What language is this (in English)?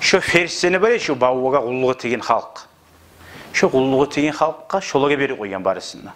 Kumyk